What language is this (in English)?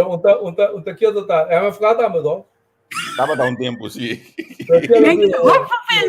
Papiamento